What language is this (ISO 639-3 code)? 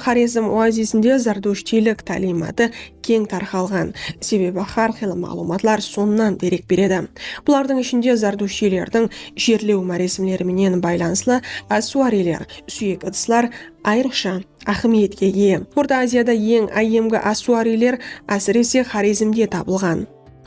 kaa